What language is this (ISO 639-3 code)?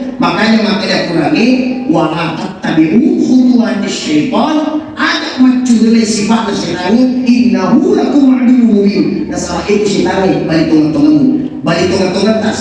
bug